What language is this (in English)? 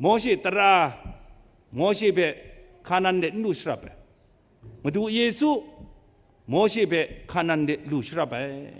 Kachin